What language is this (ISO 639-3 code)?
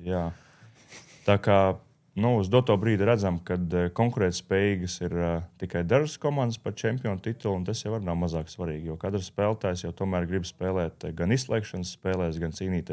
lav